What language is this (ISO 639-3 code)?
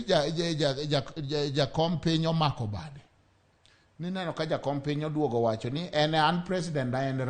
luo